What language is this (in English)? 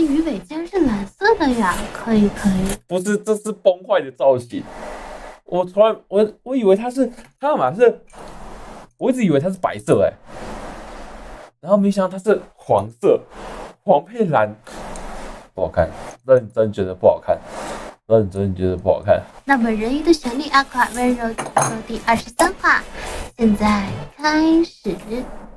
Chinese